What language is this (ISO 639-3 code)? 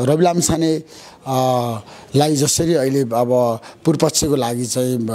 nep